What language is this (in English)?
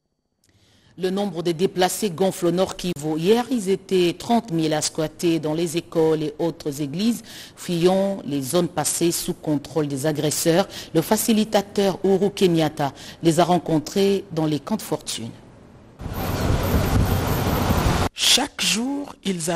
French